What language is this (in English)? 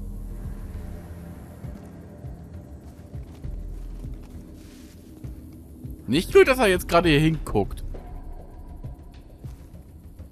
German